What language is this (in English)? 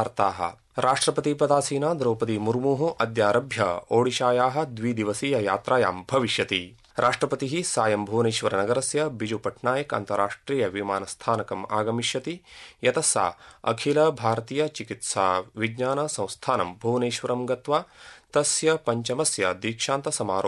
Sanskrit